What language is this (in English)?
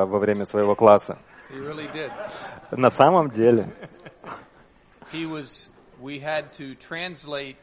Russian